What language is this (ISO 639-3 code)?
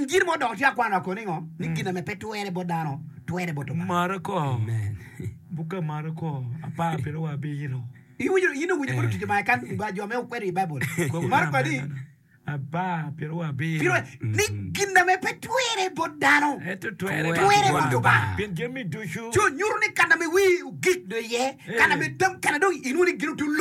ach